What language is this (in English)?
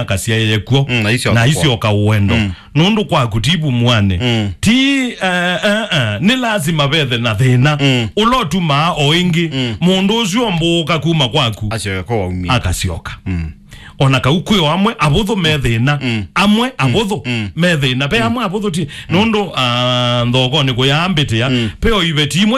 Kamba